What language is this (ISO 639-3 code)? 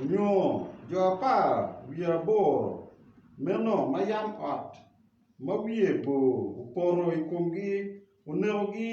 ach